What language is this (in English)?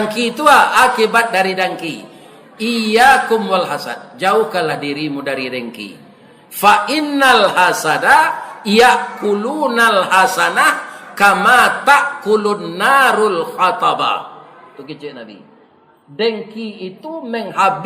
Minangkabau